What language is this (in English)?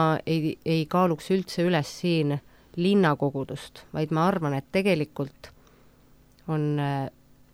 Estonian